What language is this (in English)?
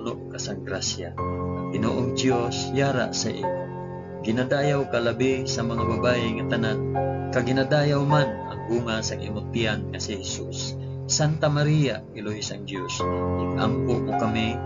Hiligaynon